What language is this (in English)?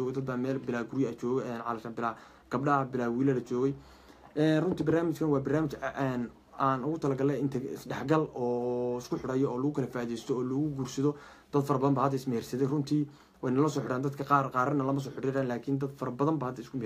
Somali